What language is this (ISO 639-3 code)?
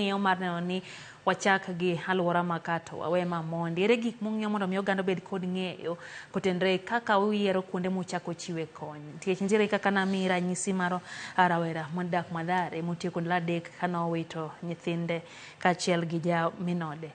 luo